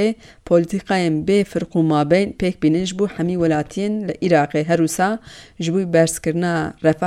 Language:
Kurdish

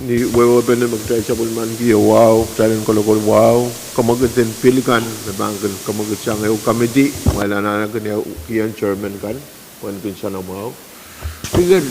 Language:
Pohnpeian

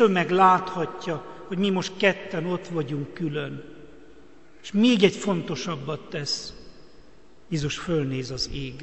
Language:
Hungarian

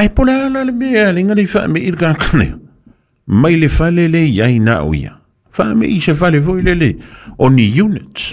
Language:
Samoan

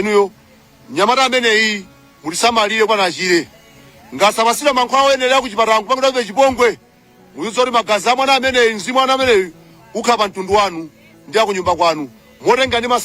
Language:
Nyanja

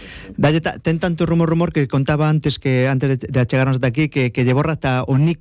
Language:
Galician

